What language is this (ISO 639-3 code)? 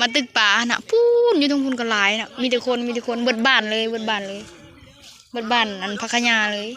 tts